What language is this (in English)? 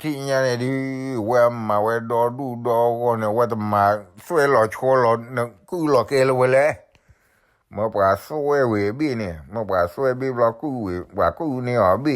S'gaw Karen